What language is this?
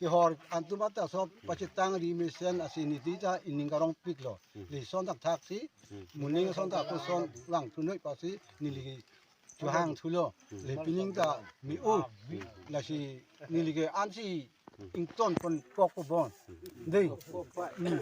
Karbi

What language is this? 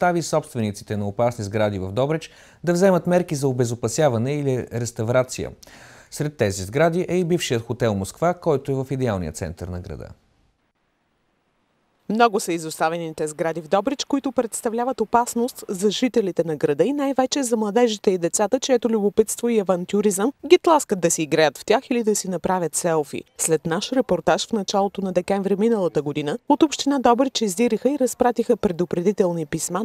Bulgarian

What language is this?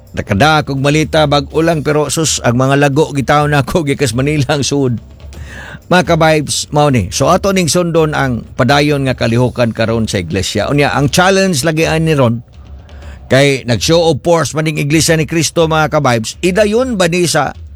Cebuano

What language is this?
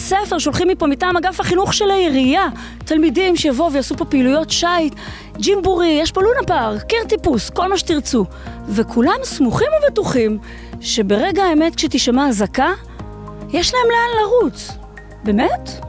Hebrew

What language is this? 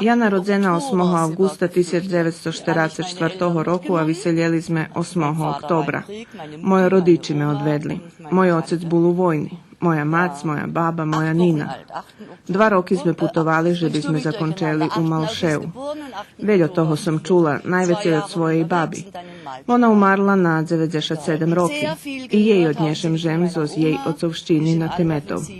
Rusyn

